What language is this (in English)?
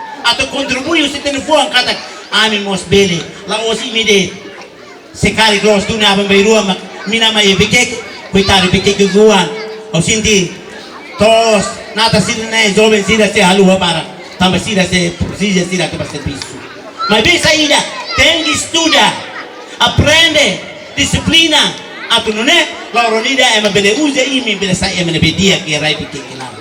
Tetum